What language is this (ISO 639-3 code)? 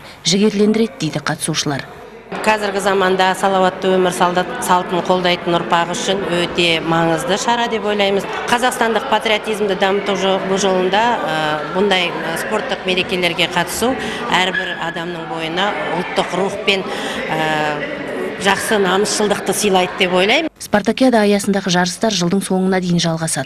kaz